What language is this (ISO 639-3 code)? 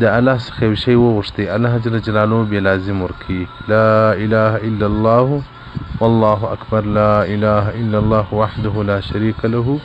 pus